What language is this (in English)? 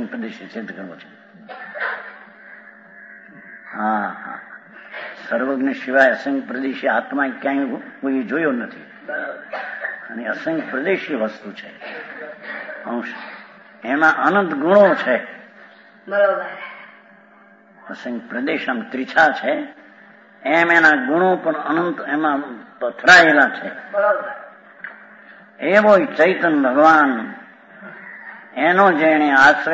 Gujarati